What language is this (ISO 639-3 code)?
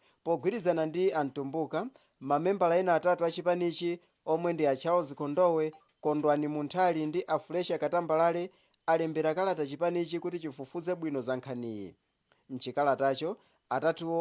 nya